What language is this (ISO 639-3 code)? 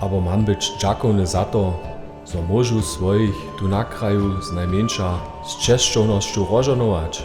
hsb